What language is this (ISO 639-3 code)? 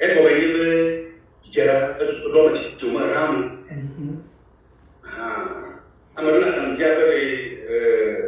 ewe